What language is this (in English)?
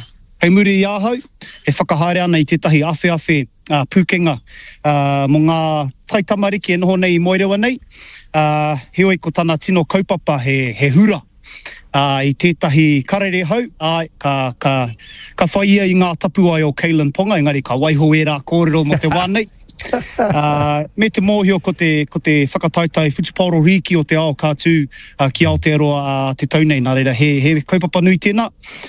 Māori